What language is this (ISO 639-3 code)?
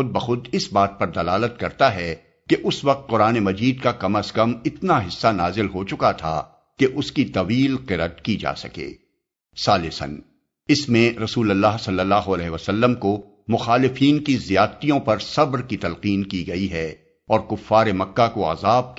urd